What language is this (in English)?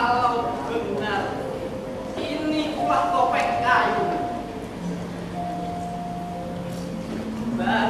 Indonesian